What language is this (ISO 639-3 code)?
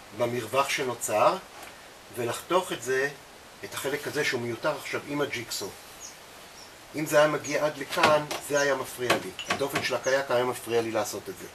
heb